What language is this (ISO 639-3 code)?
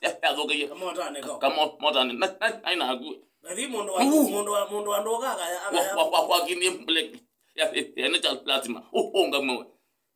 kam